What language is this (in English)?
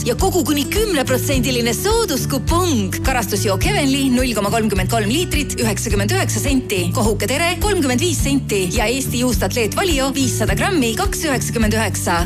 Estonian